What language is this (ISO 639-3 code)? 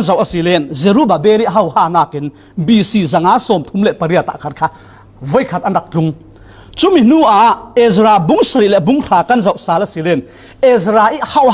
cfm